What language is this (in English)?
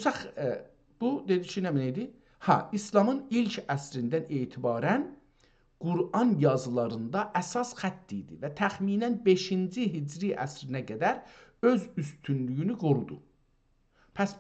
South Azerbaijani